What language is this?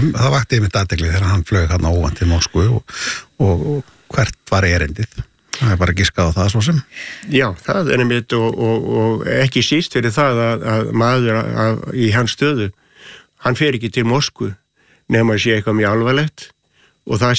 Icelandic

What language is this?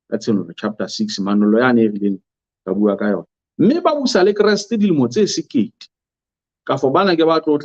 Southern Sotho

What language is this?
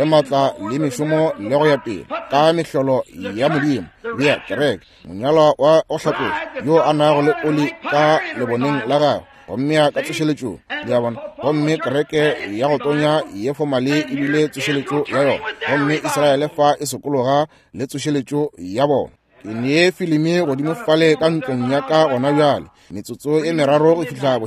Northern Sotho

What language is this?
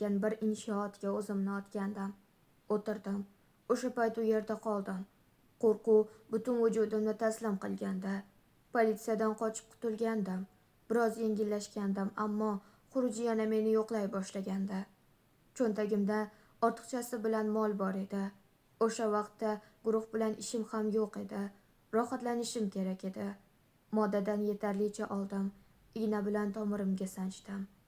Uzbek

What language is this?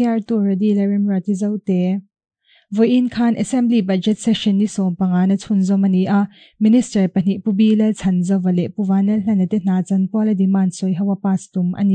Mizo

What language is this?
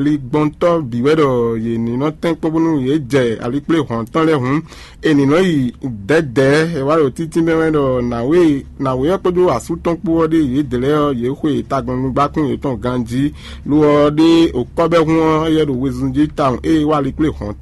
Fon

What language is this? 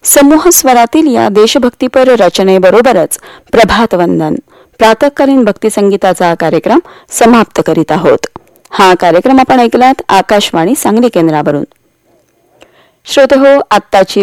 Marathi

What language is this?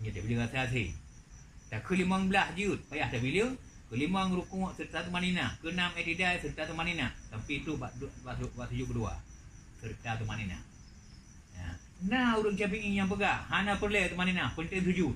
Achinese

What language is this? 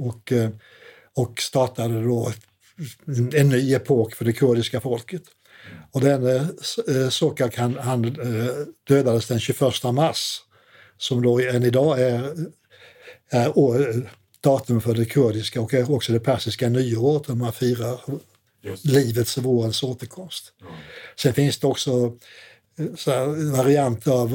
Swedish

